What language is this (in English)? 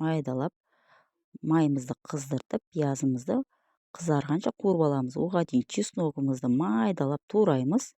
Kazakh